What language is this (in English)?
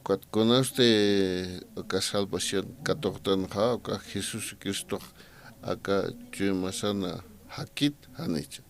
Aymara